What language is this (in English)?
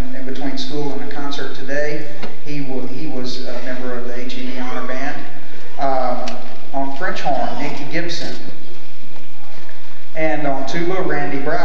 English